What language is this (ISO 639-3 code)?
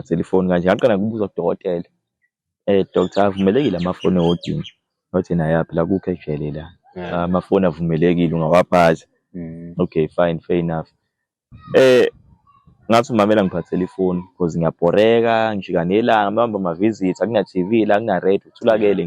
zul